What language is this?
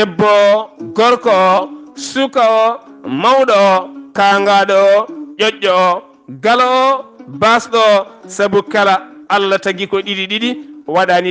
Fula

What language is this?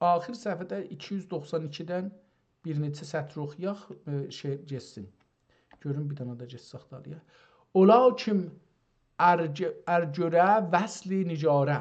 South Azerbaijani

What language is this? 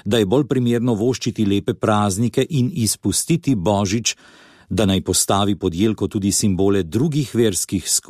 Slovenian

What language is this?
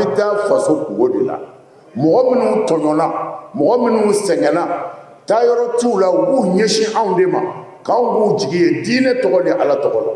Bambara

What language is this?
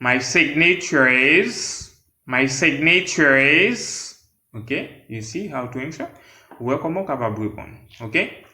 Haitian Creole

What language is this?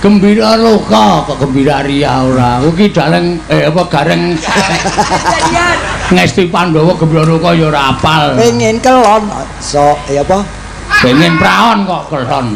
Javanese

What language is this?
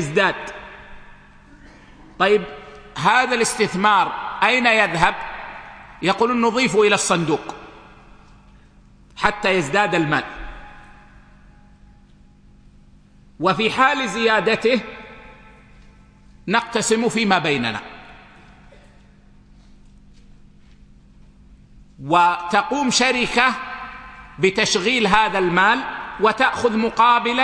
Arabic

